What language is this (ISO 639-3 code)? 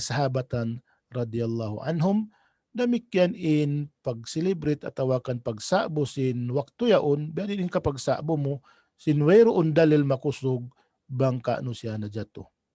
tsg